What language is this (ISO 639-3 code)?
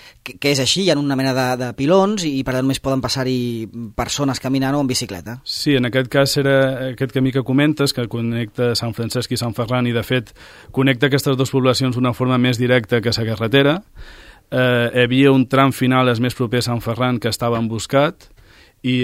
cat